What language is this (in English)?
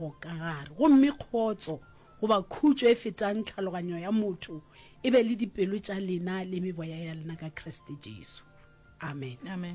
Northern Sotho